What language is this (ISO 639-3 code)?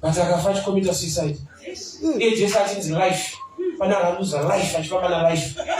sna